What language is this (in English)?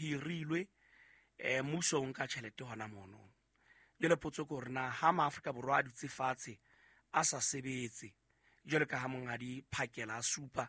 Southern Sotho